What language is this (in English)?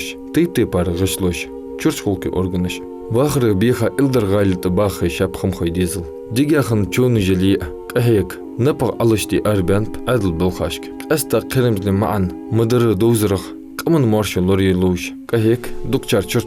Ingush